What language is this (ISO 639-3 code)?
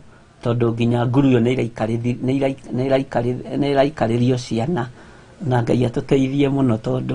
kik